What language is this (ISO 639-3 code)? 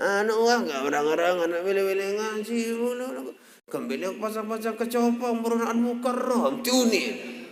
sas